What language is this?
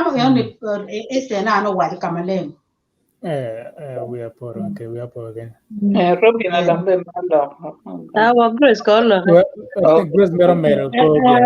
Acoli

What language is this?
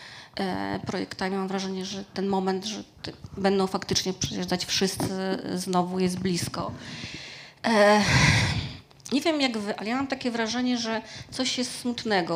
Polish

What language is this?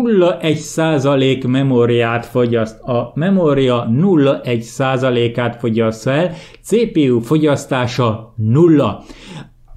Hungarian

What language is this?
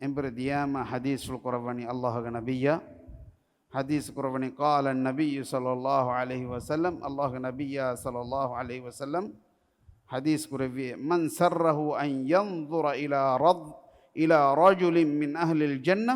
Divehi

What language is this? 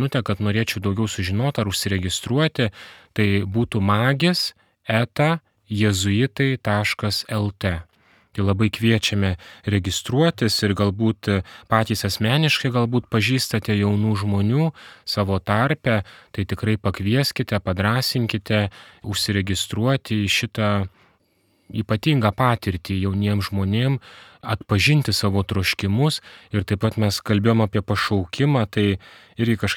Lithuanian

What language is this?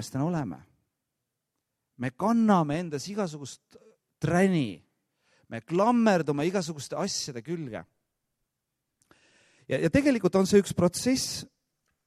Estonian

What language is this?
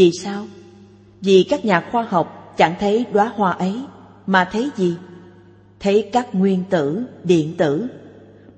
Vietnamese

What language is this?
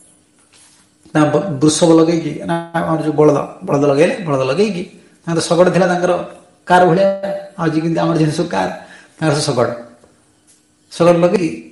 Odia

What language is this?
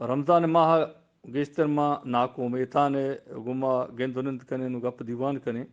Eastern Balochi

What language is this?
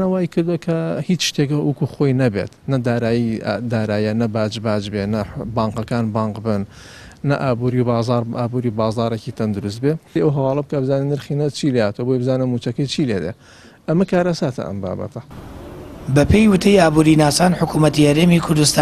Central Kurdish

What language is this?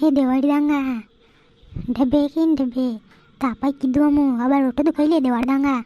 Rajasthani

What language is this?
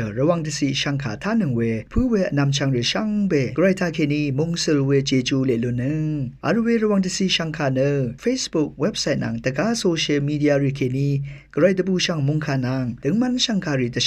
Rawang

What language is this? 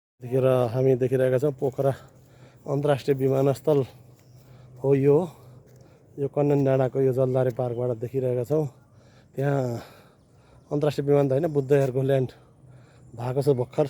Nepali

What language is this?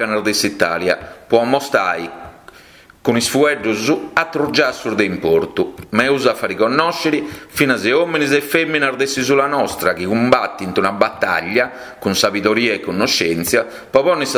Sardinian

